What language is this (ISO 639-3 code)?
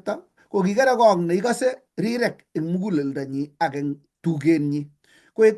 kln